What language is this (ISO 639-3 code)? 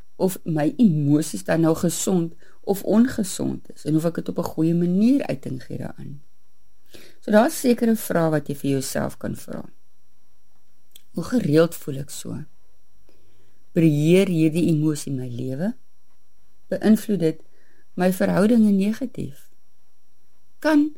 afr